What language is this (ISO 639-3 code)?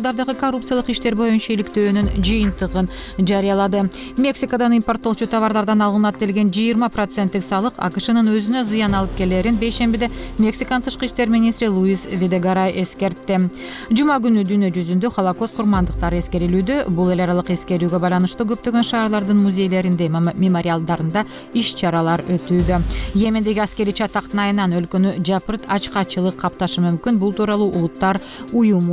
kir